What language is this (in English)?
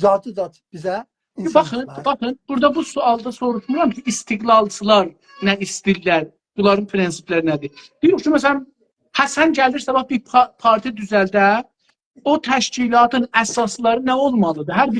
South Azerbaijani